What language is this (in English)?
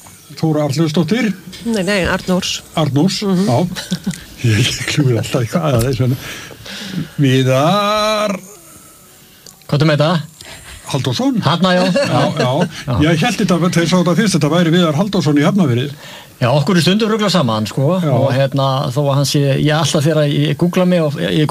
Icelandic